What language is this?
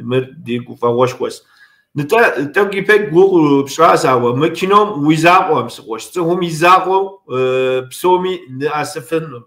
Kabardian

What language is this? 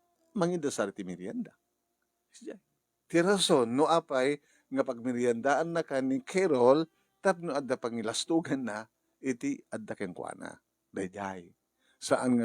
Iloko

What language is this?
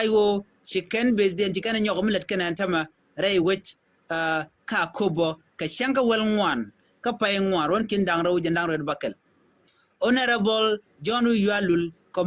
Nuer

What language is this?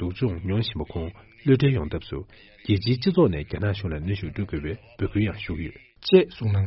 Tibetan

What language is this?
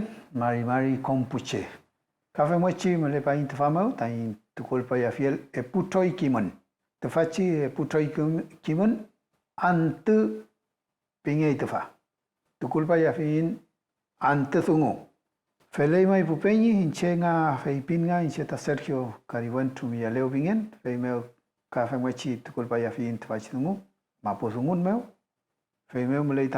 Mapuche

